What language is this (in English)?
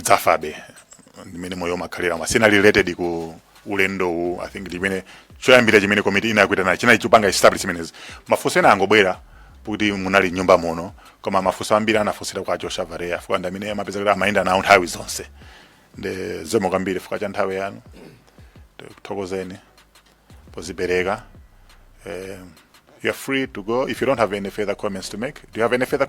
Nyanja